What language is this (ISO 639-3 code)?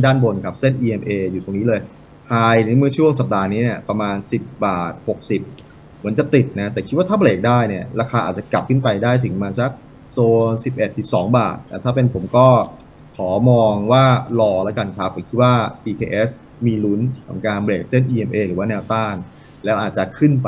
tha